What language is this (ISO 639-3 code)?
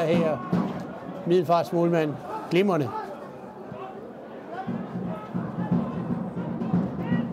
dan